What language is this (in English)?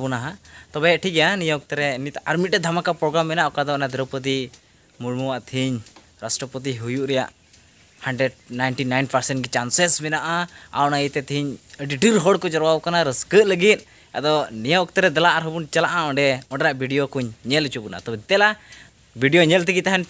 Santali